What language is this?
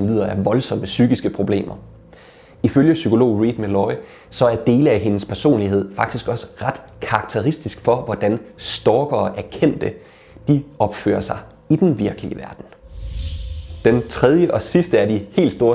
Danish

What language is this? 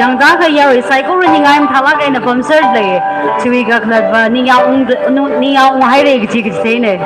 Tangkhul Naga (India)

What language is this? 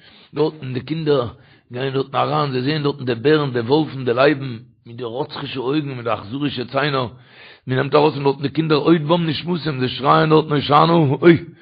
Yiddish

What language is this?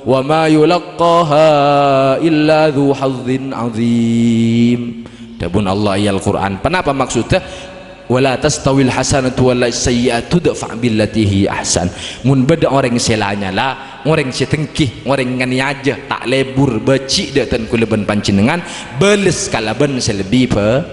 Madurese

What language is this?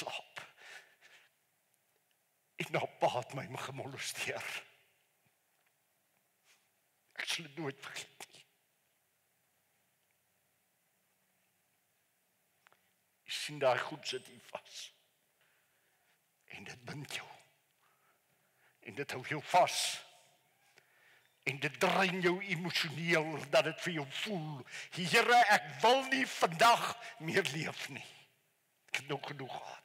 Afrikaans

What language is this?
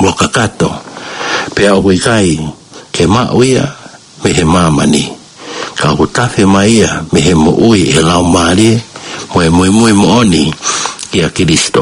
Tongan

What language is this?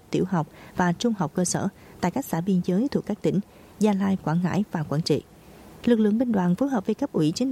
Vietnamese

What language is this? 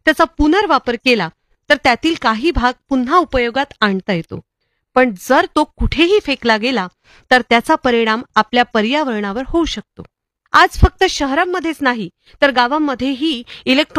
Marathi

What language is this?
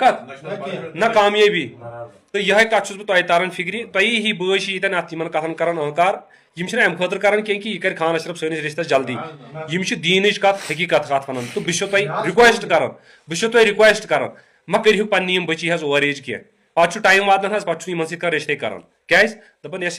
Kashmiri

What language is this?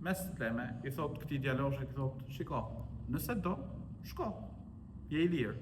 Albanian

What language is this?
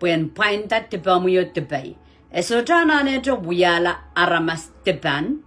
Pohnpeian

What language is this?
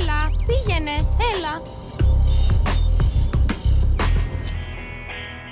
Greek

